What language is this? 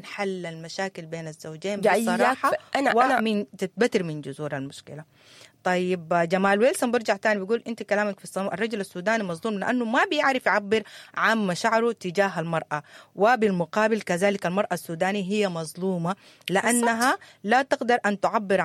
Sudanese Arabic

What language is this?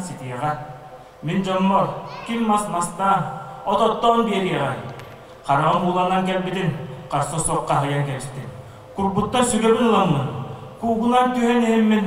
Yakut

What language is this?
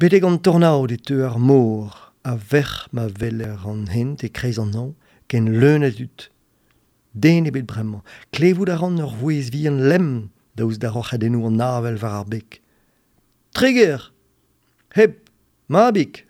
Breton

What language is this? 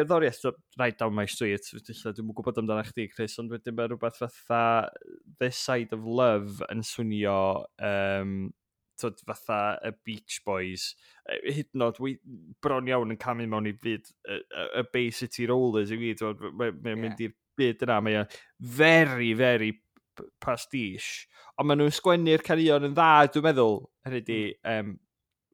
Welsh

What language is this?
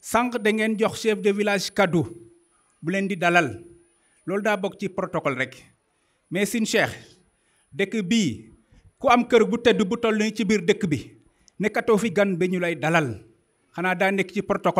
Wolof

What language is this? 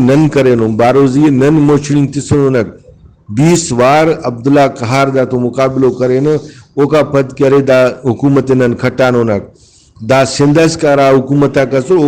Brahui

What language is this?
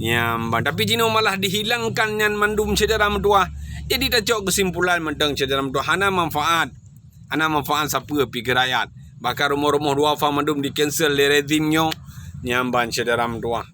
Achinese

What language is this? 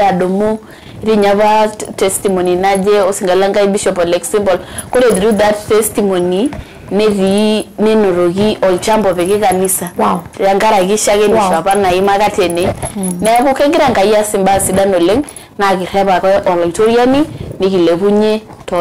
Masai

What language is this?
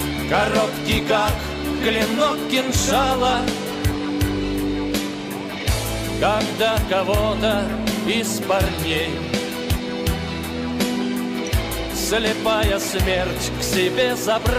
Russian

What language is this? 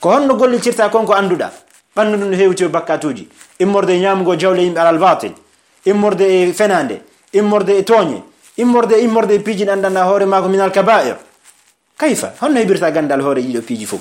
Fula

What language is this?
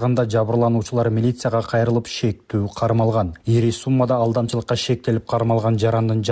Kyrgyz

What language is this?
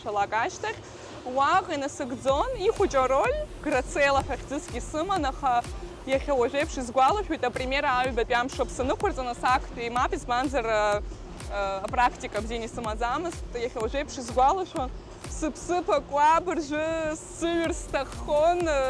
Abkhazian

